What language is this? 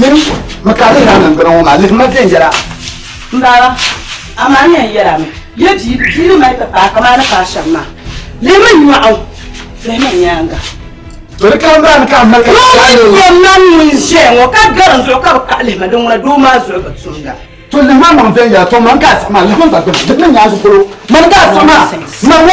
Dagbani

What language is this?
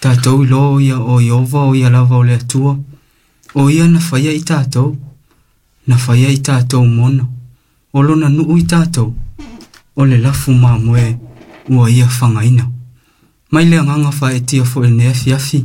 Samoan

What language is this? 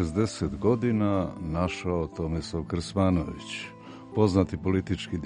Serbian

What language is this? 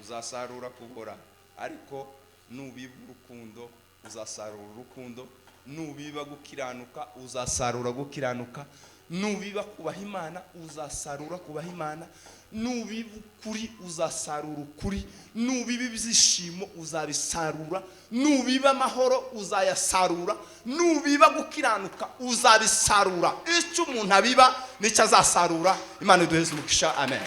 Kinyarwanda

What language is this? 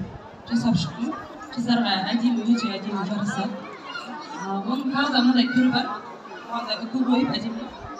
Kazakh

